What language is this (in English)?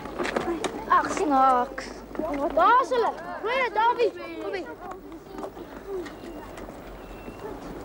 Afrikaans